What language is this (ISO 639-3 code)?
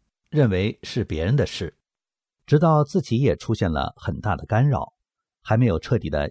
zho